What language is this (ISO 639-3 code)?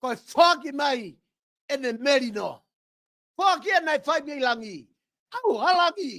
ton